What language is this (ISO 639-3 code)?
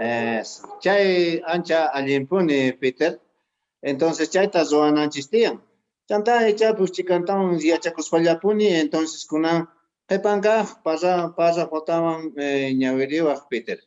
que